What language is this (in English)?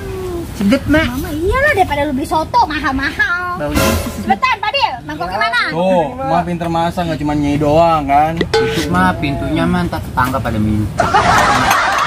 Betawi